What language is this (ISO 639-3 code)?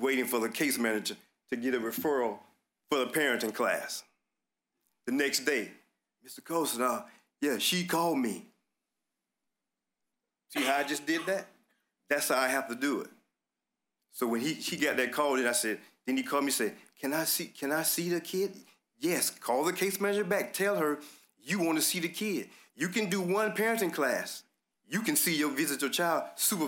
eng